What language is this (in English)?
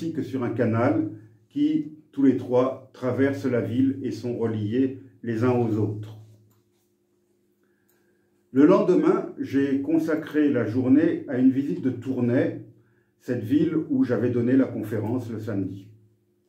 French